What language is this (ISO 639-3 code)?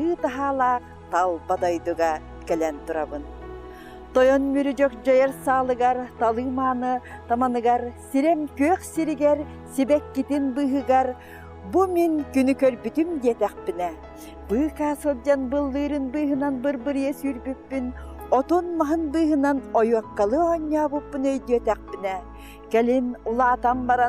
sah